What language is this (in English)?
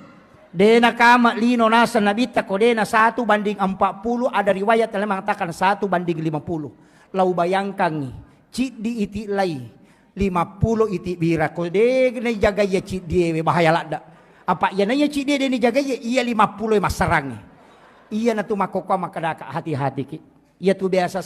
Buginese